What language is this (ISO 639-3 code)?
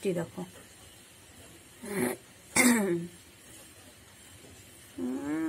ben